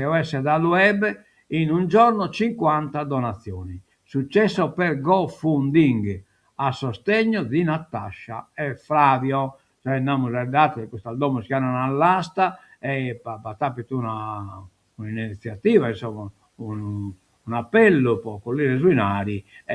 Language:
Sardinian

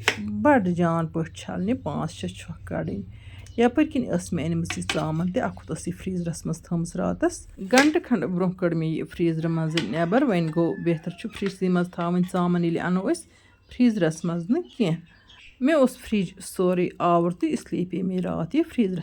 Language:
Kashmiri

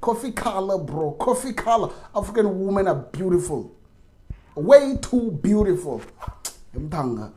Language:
Venda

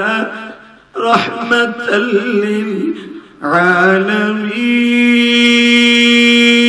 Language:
Bangla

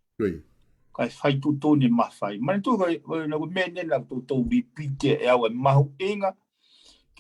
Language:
Tongan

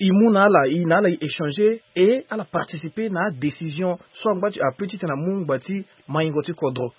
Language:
Sango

